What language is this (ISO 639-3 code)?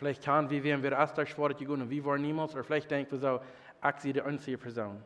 pdt